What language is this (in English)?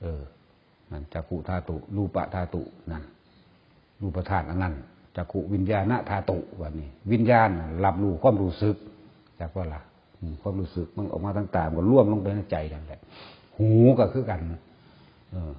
Northeastern Thai